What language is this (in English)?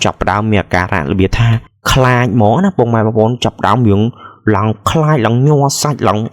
Khmer